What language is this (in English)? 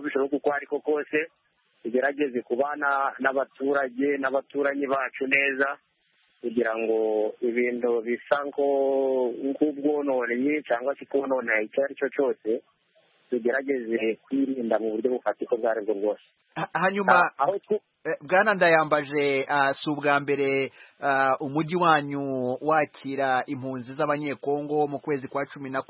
Kinyarwanda